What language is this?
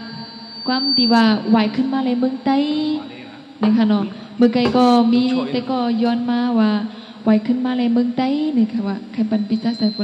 Shan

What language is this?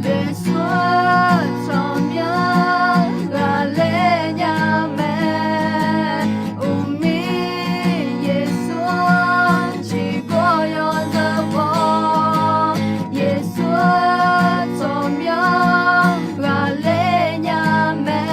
Akha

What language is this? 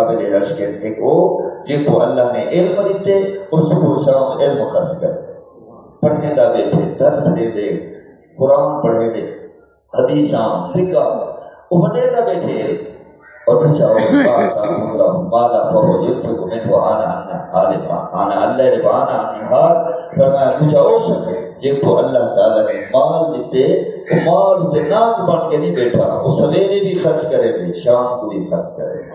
Saraiki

